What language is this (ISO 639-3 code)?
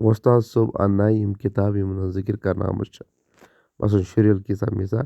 kas